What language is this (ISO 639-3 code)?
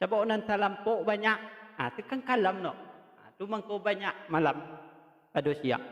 min